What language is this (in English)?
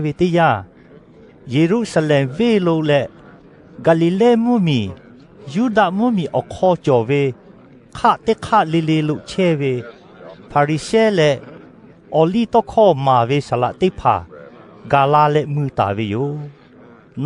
Lahu